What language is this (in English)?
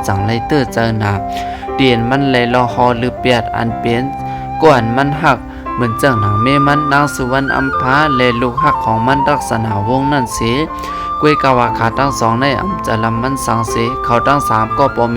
Shan